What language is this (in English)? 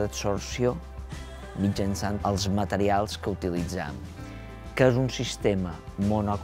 Catalan